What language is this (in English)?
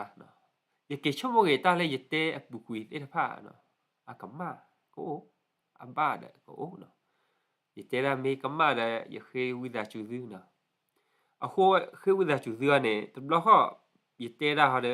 S'gaw Karen